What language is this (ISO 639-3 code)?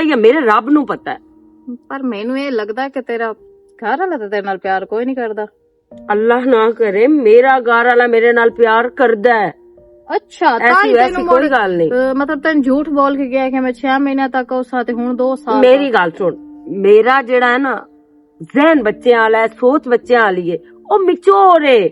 lah